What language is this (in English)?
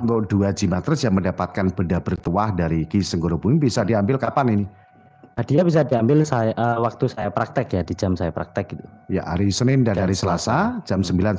Indonesian